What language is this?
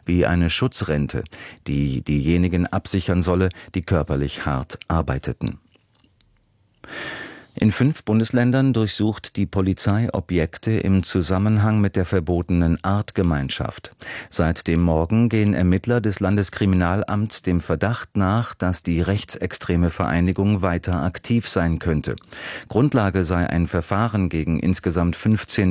German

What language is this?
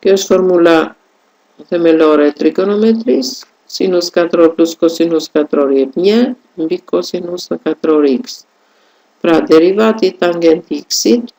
Albanian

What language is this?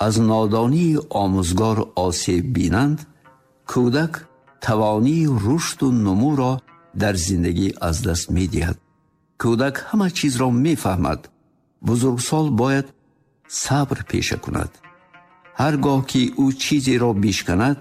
Tajik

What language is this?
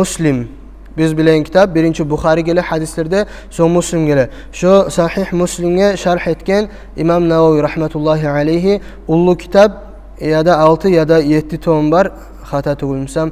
Kumyk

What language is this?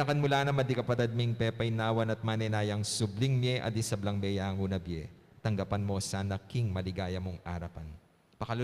Pampanga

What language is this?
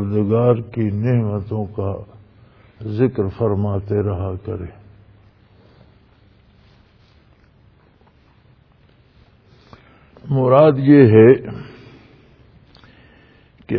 Urdu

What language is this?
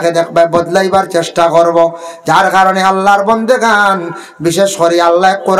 Sylheti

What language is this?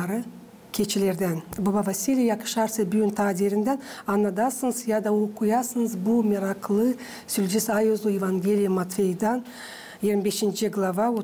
Gagauz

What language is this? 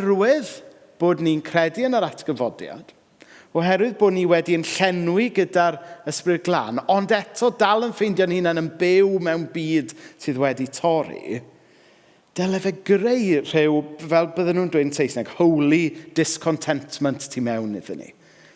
Welsh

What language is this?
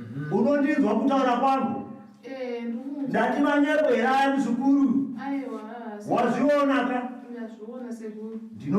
Shona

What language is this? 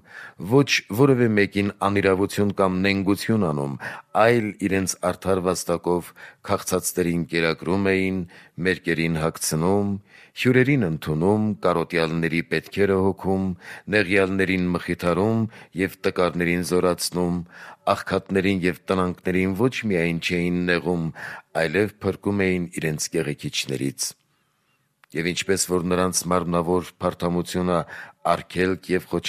Armenian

